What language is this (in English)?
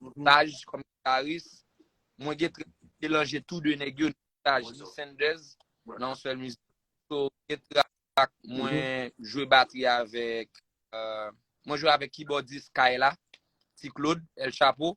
Haitian Creole